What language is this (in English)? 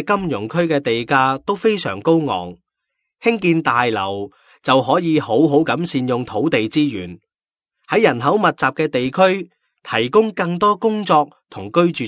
Cantonese